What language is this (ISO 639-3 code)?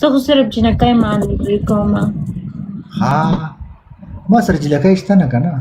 pus